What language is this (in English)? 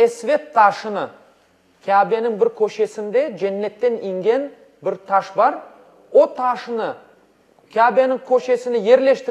Crimean Tatar